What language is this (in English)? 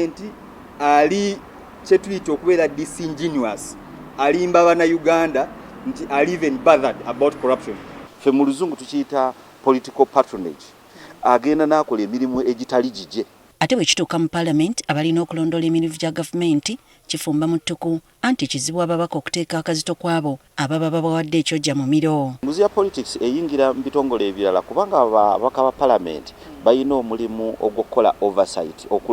Ganda